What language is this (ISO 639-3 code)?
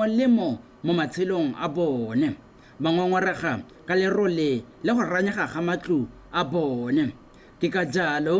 tsn